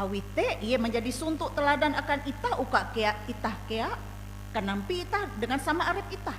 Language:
Ngaju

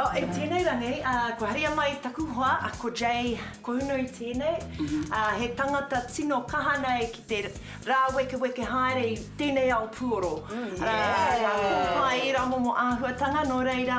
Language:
Māori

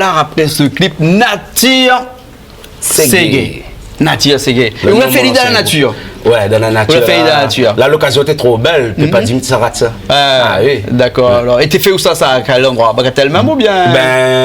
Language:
Réunion Creole French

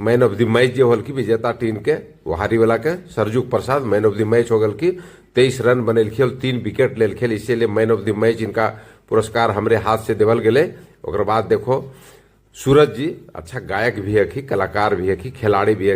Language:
Magahi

